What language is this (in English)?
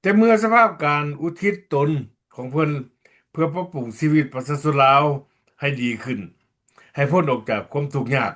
Lao